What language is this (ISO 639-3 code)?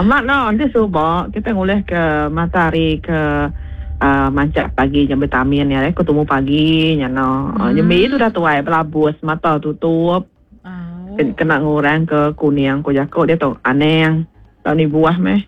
iba